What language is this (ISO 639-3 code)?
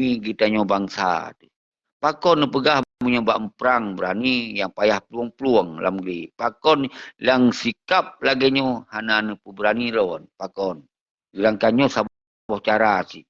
ace